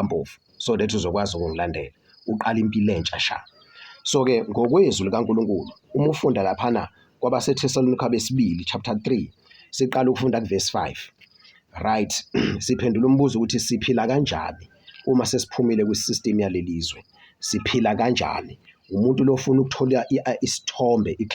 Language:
Zulu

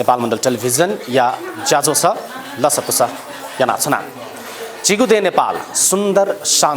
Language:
Newari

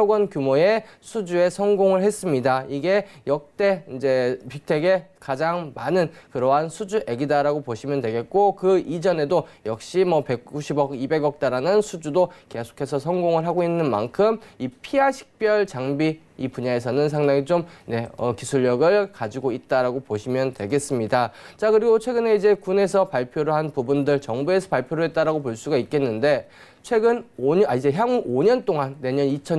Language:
Korean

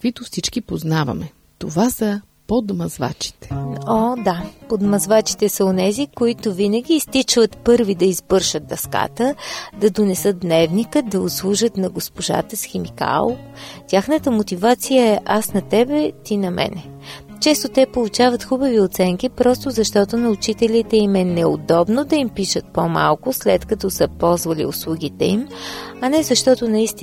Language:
Bulgarian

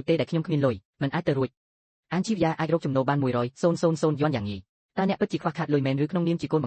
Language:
Khmer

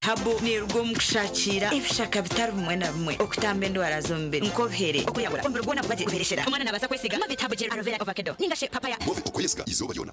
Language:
Nyankole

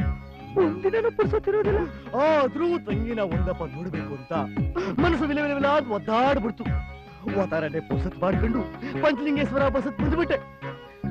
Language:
Kannada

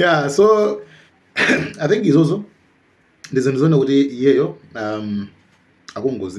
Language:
Nyanja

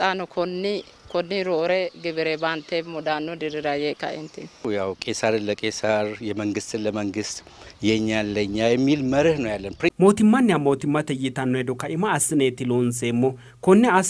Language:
Sidamo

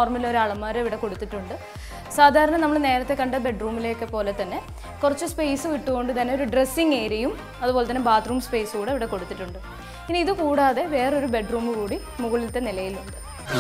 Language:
Malayalam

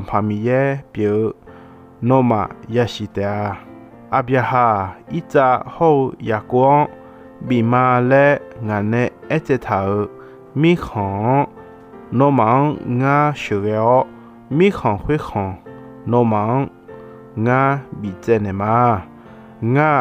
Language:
Akha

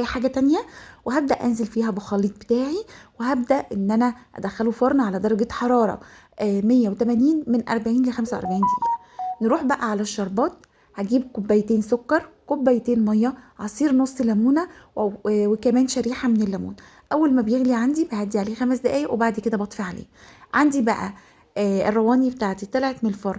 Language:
Egyptian Arabic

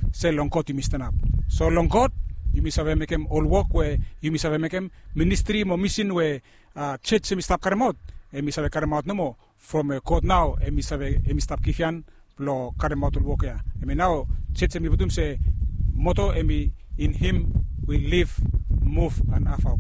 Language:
Bislama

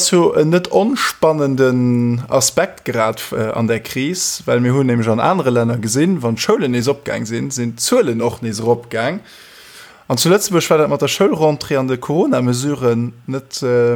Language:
Luxembourgish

